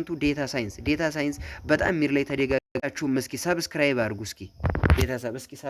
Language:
Amharic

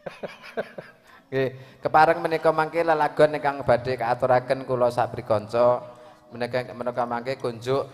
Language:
Javanese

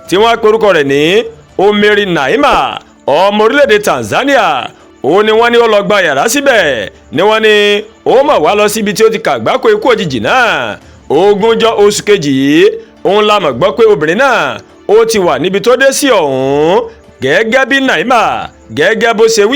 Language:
Yoruba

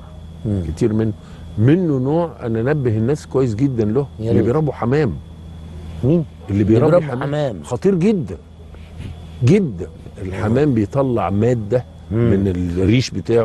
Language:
Egyptian Arabic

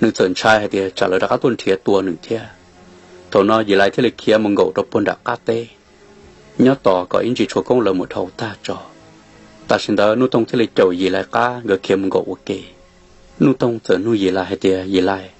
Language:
Hmong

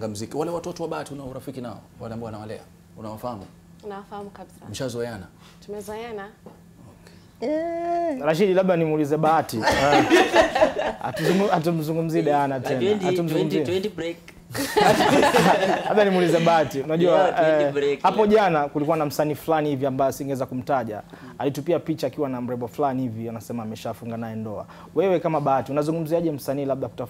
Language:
Swahili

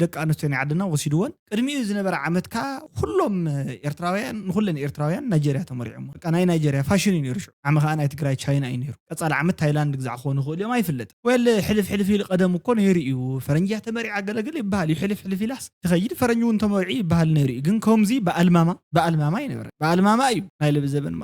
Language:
Tigrinya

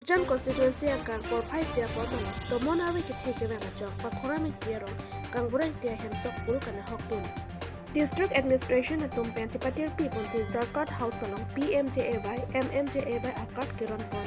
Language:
Karbi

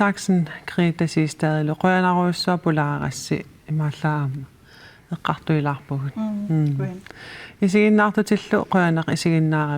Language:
Kalaallisut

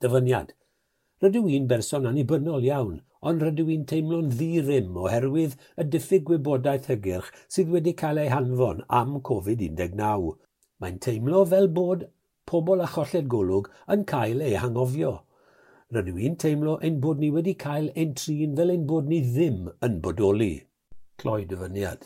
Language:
Welsh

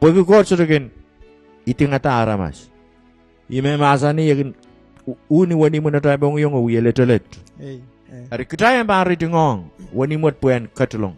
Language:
Pohnpeian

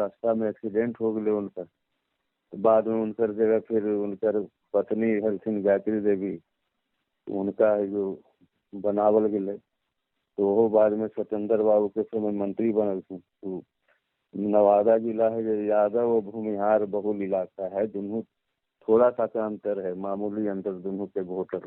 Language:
Magahi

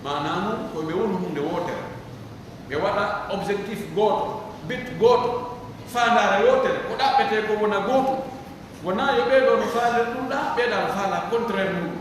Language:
Pular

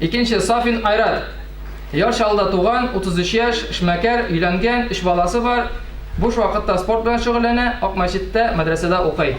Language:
Tatar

